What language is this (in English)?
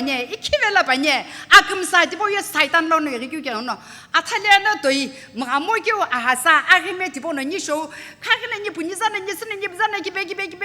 Sumi Naga